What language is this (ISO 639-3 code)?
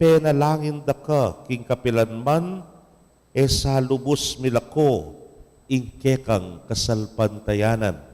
pam